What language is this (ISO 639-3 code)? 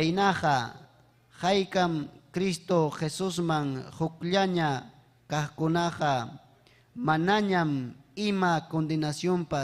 quy